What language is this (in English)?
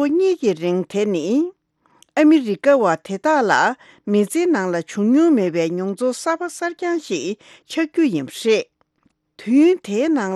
Tibetan